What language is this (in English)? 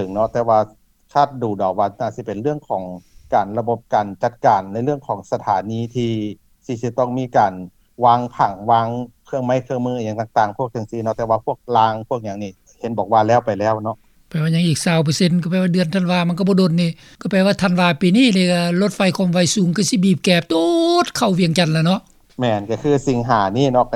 Lao